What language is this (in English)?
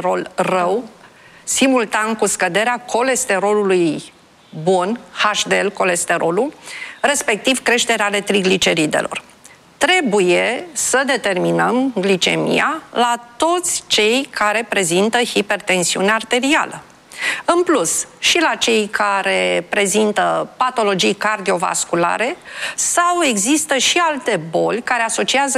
Romanian